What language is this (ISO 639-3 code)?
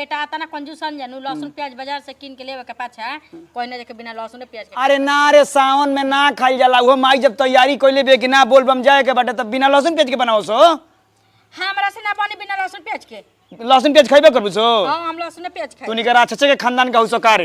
bho